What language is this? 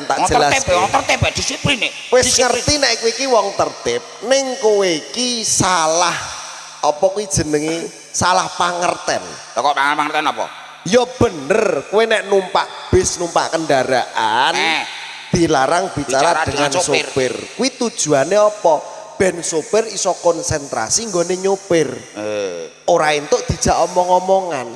Javanese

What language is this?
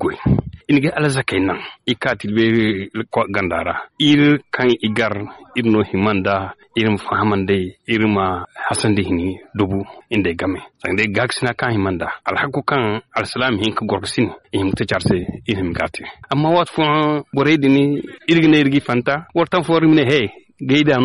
Zarma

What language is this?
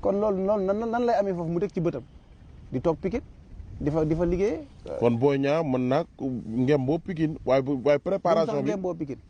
Wolof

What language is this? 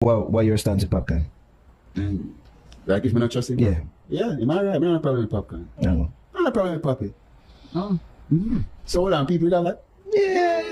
Jamaican Creole English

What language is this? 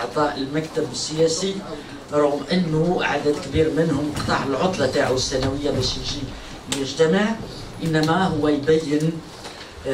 Algerian Arabic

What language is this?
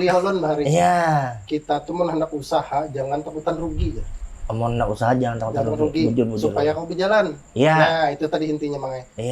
Banjar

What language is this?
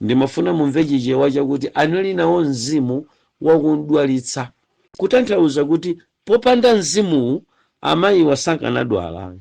Nyanja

